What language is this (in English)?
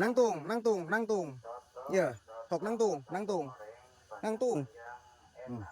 Sundanese